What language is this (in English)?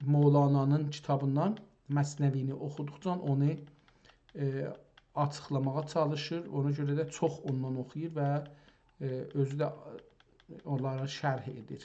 South Azerbaijani